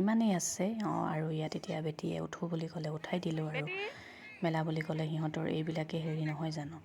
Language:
Assamese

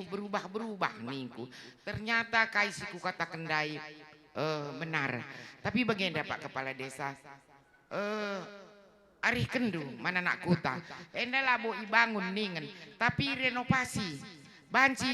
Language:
Batak Karo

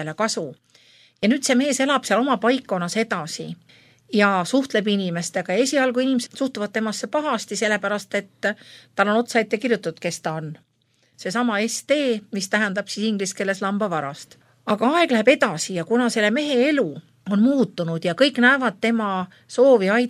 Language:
Estonian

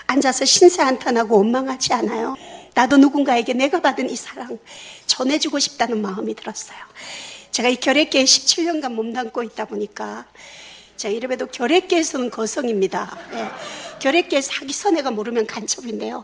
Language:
Korean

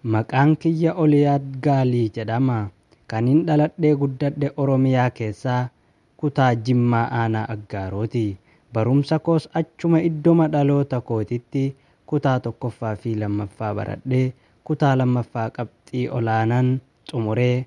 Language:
Oromo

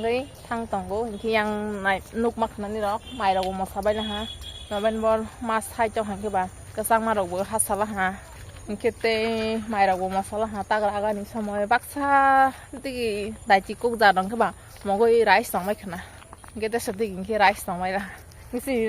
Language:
Kok Borok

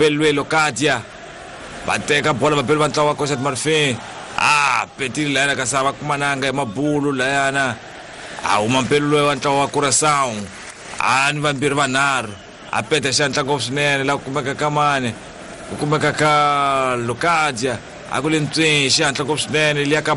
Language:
Tsonga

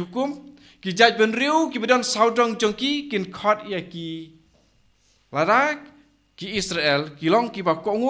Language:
Khasi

